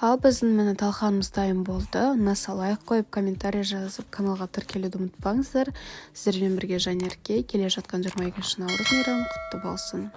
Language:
Kazakh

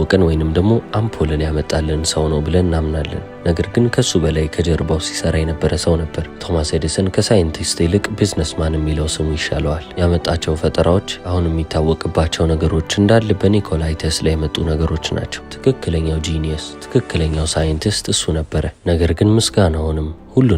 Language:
Amharic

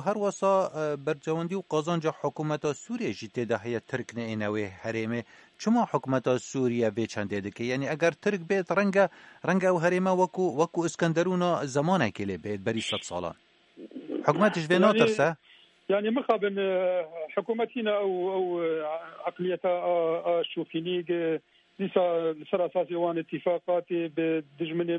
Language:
Kurdish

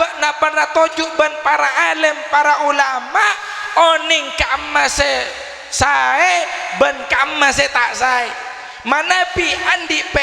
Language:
Madurese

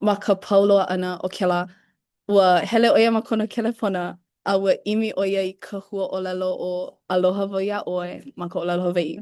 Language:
Hawaiian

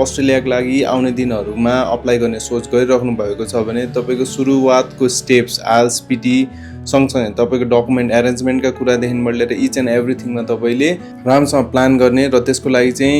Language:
Nepali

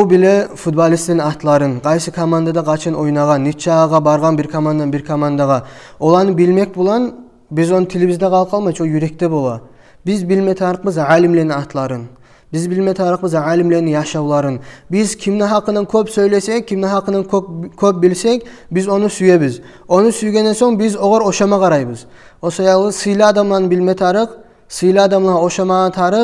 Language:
Kumyk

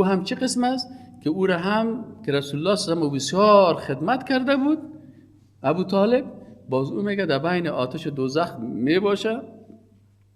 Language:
Persian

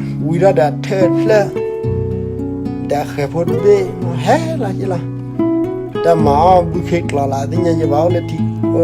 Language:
S'gaw Karen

